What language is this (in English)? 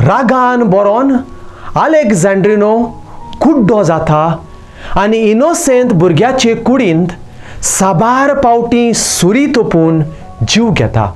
Konkani